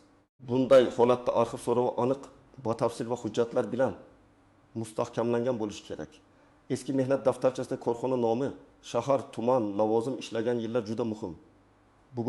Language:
Uzbek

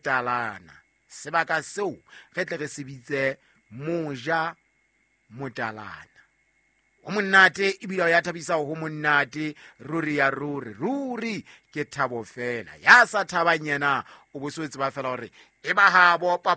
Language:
Southern Sotho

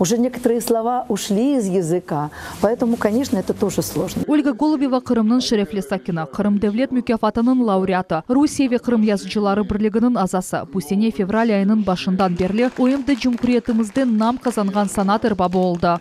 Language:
Crimean Tatar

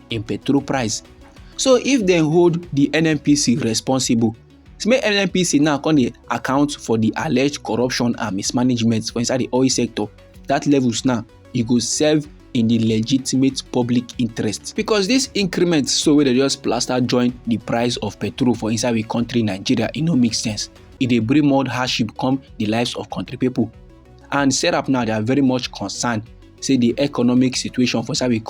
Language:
Nigerian Pidgin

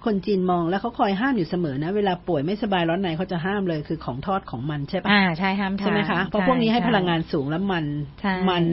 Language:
Thai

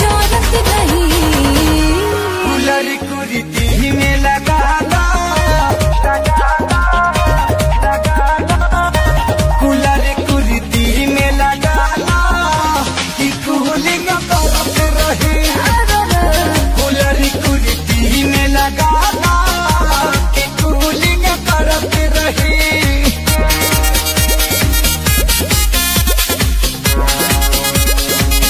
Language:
Bhojpuri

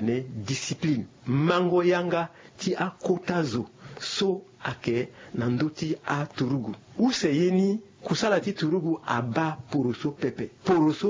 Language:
Sango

